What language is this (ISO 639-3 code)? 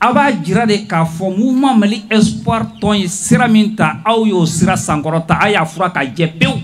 bam